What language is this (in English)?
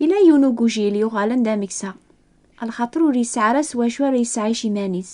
Kabyle